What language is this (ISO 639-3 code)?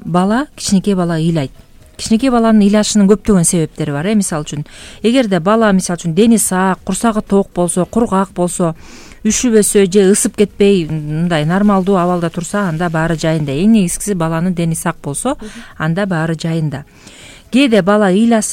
kir